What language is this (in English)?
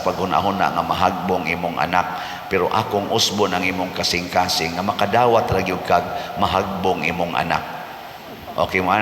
Cebuano